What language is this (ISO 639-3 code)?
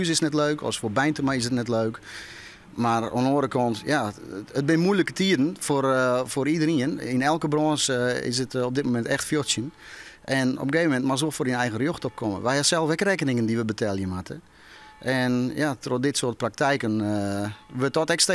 fry